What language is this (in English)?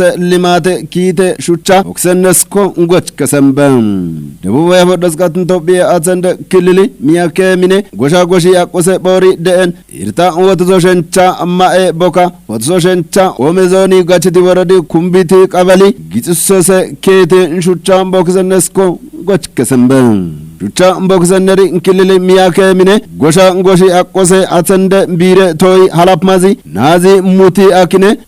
Kafa